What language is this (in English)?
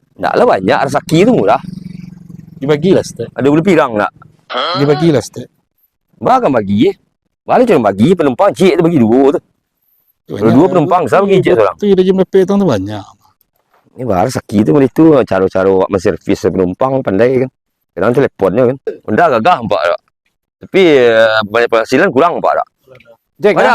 Minangkabau